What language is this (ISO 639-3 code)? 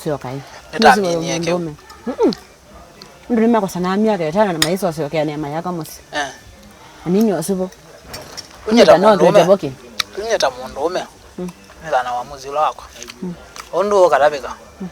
kam